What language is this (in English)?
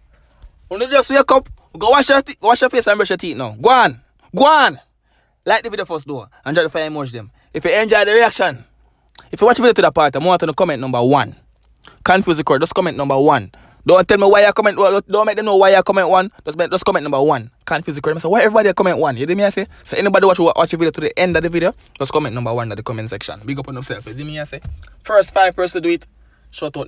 Jamaican Creole English